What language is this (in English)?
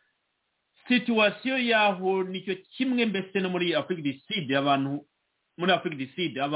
Kinyarwanda